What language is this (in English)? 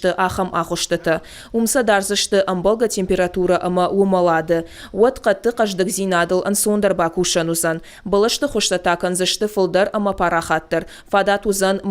Ossetic